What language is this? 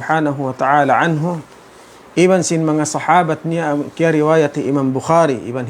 Tausug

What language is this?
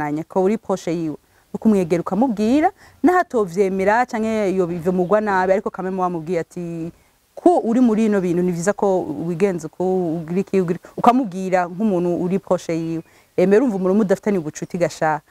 Rundi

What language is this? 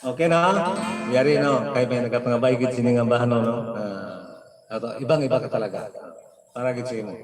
Hiligaynon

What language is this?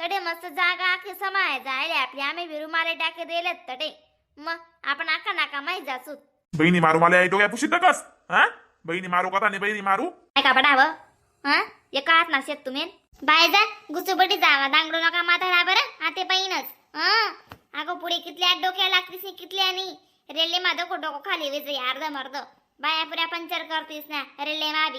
Khandesi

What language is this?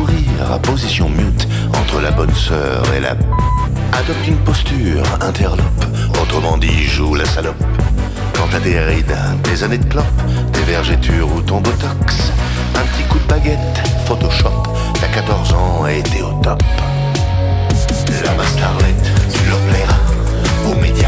French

